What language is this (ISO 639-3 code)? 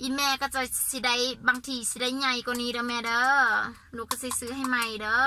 lao